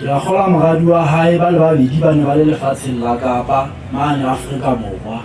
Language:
Southern Sotho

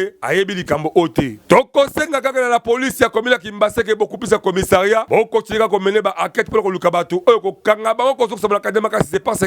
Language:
Lingala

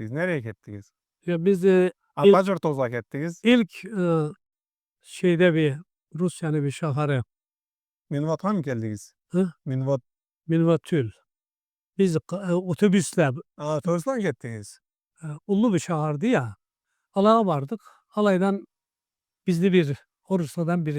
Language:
Karachay-Balkar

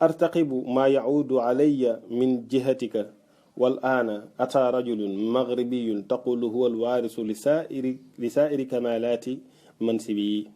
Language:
Wolof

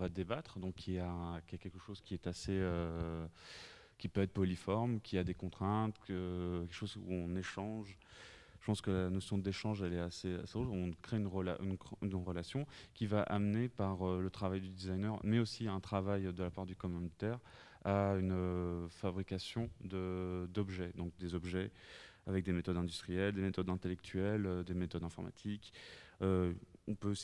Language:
French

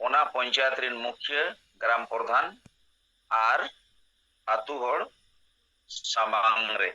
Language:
Santali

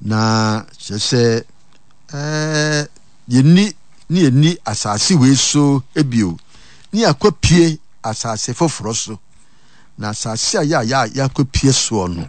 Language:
Akan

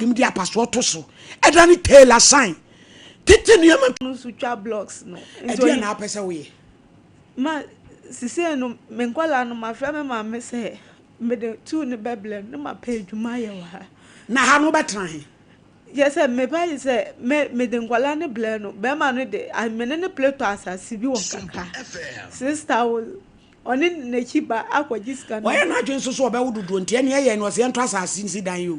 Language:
Akan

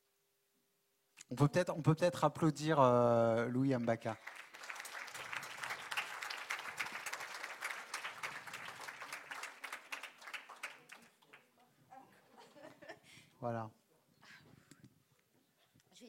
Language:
French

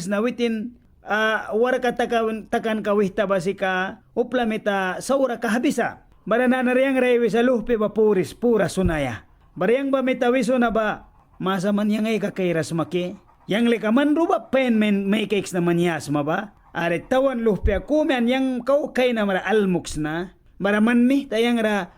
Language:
Mískito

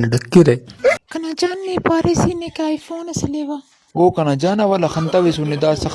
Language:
Brahui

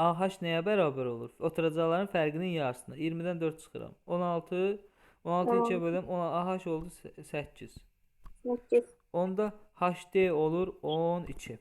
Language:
Azerbaijani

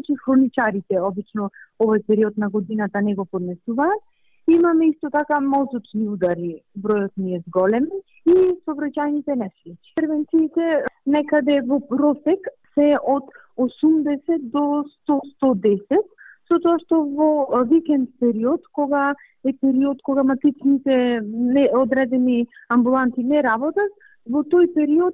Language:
Macedonian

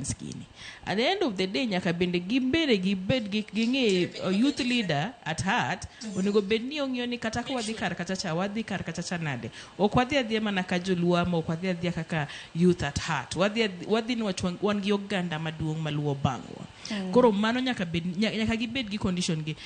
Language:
Luo (Kenya and Tanzania)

